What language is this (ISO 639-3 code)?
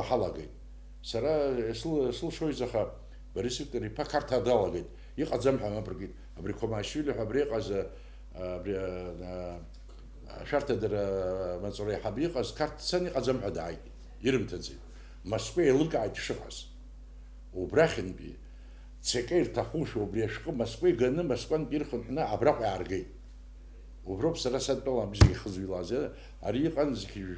abk